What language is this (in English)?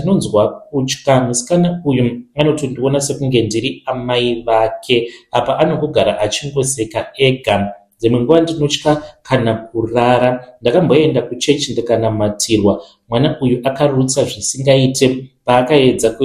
Shona